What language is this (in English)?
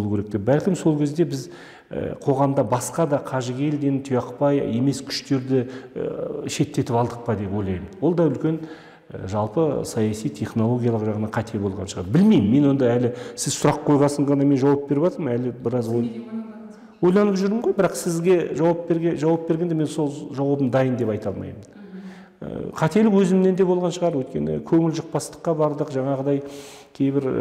Kazakh